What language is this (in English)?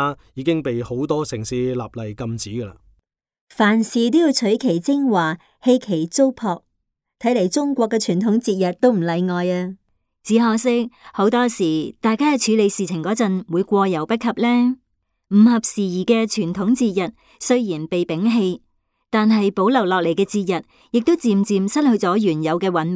Cantonese